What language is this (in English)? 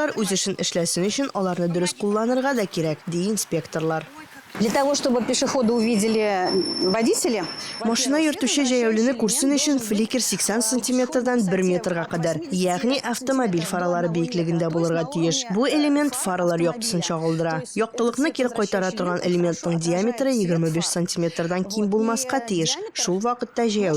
Tatar